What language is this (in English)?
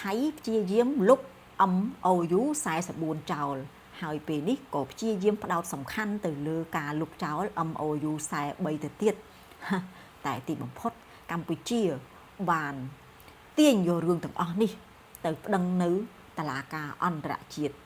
Khmer